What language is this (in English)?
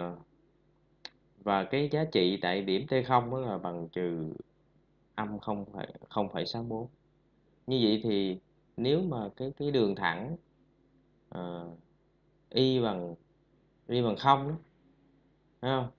Vietnamese